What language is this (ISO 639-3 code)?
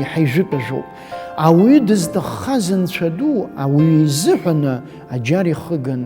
abk